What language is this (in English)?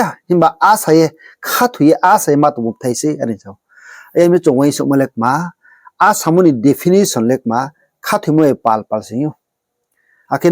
Riang (India)